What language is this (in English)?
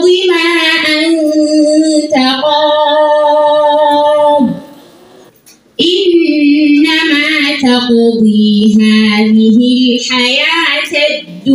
Arabic